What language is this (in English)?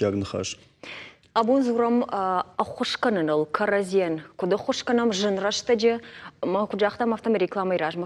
Ossetic